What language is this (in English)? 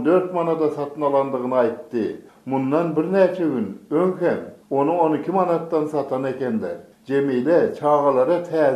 Turkmen